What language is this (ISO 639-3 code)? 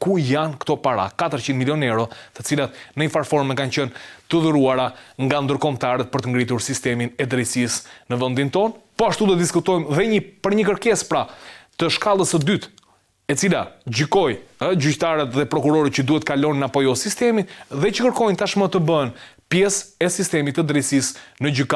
sqi